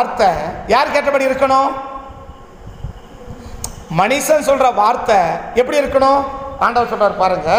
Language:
Tamil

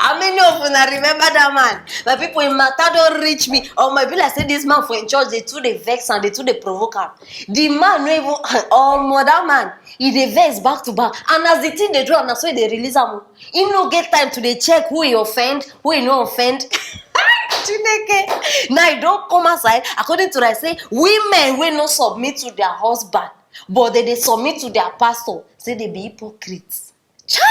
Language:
Nigerian Pidgin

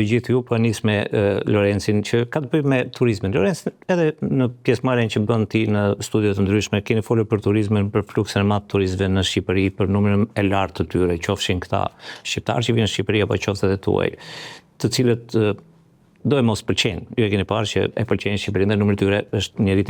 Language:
Albanian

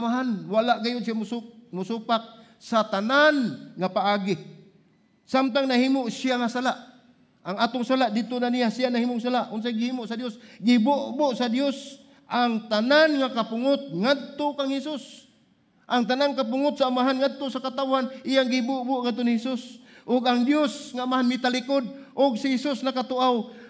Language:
Cebuano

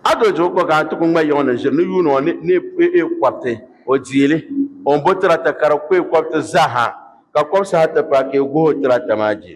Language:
Dagbani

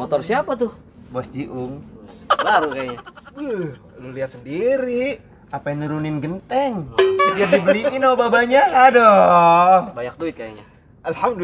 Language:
Betawi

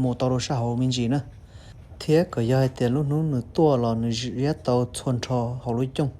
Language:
Hmong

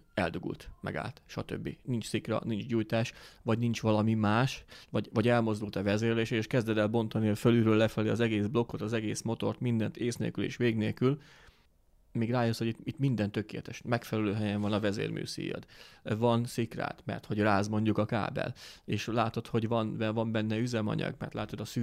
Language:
Hungarian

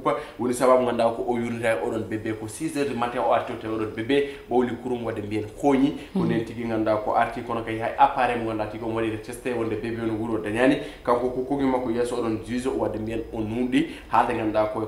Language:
Fula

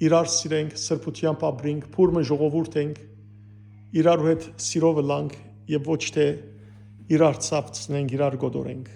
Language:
Western Armenian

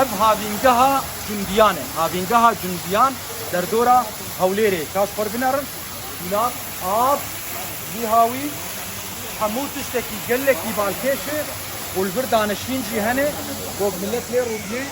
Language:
Kurdish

